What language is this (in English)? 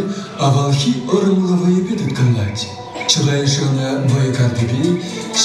Chuvash